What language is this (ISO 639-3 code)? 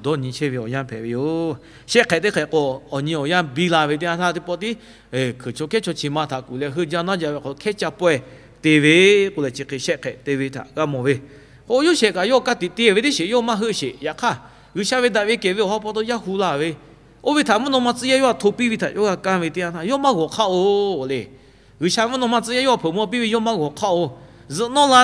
lhu